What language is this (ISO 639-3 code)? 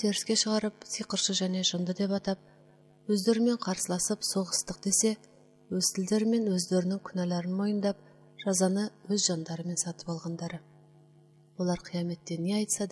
kaz